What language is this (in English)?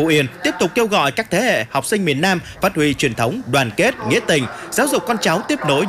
Vietnamese